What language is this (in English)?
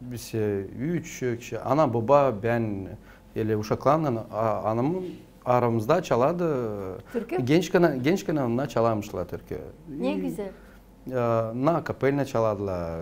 Gagauz